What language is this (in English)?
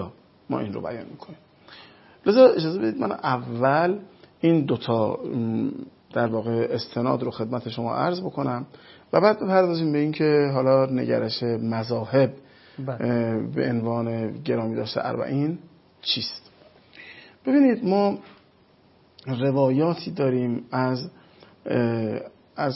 Persian